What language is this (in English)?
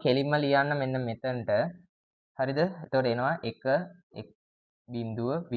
Sinhala